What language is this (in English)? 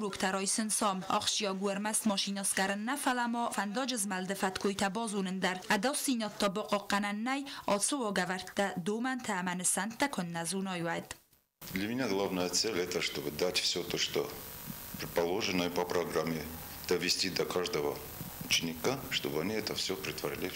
Ossetic